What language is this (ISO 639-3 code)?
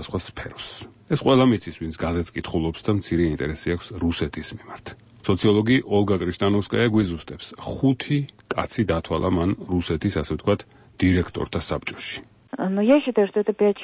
kat